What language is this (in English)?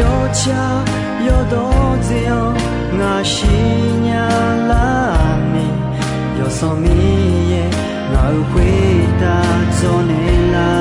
Akha